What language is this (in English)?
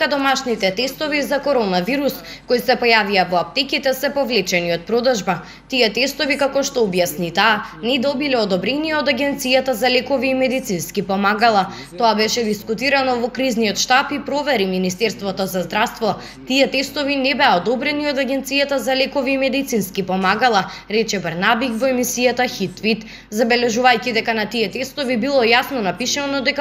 Macedonian